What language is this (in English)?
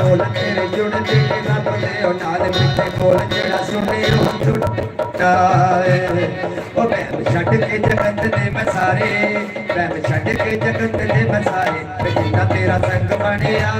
Dogri